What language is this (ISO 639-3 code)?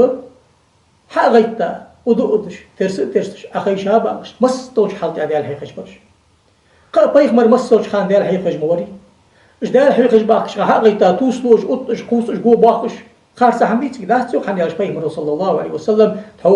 inh